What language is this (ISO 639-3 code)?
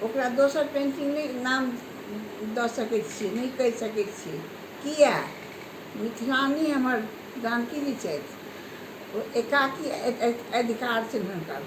mai